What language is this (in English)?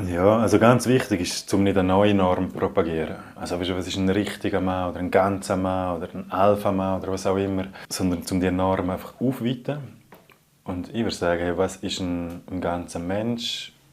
Romansh